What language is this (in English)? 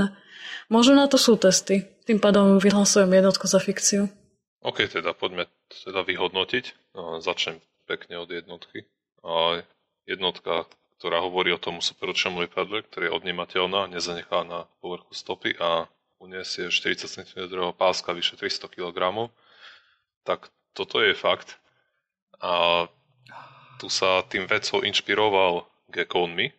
Slovak